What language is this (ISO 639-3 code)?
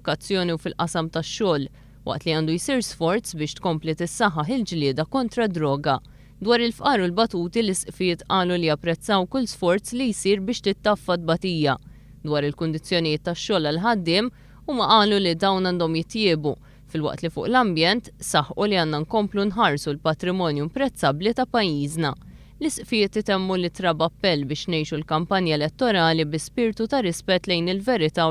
mlt